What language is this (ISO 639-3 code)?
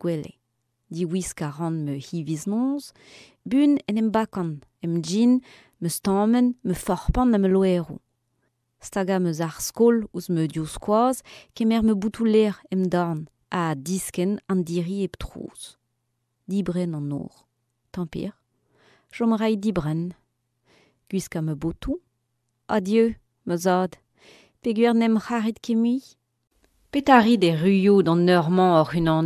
bre